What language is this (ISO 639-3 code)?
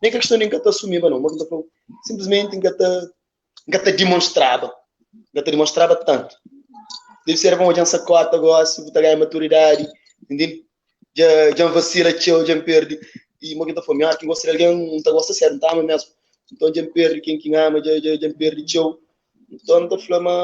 kea